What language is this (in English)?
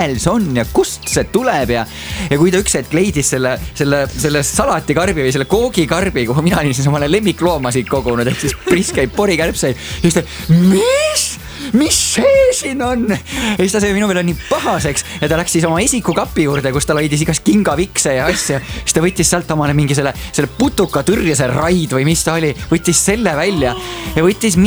Estonian